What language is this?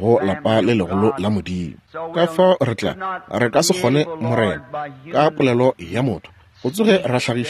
Northern Sotho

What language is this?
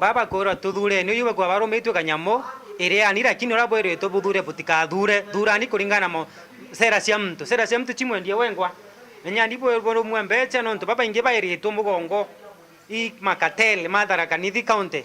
Meru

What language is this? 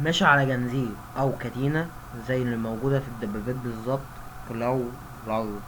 Egyptian Arabic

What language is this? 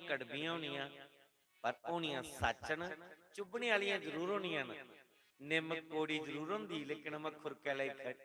Dogri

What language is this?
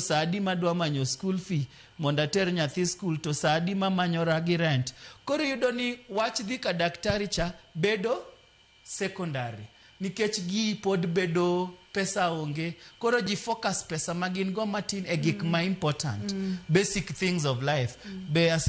Luo (Kenya and Tanzania)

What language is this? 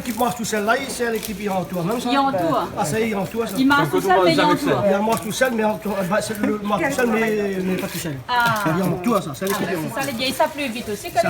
Réunion Creole French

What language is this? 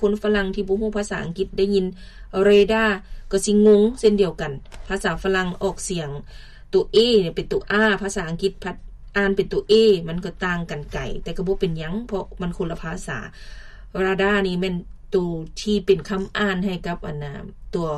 Lao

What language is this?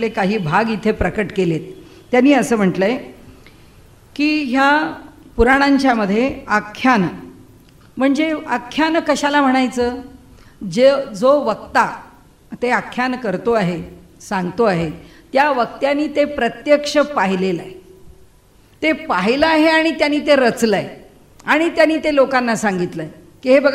Marathi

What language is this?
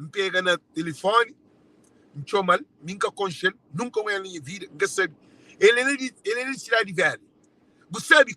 Kabuverdianu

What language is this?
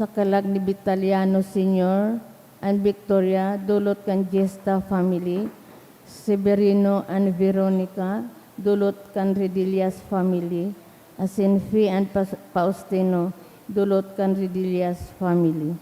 Bikol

